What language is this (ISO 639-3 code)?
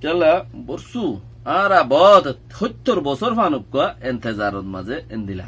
rhg